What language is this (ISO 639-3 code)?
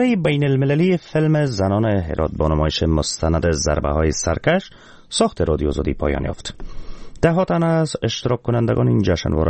fas